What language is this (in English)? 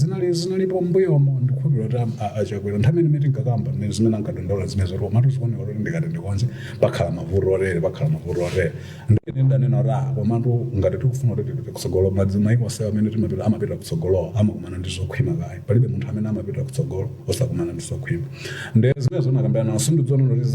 Nyanja